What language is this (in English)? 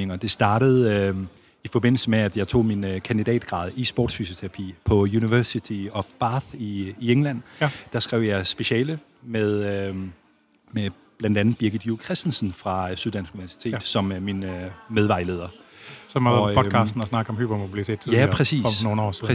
Danish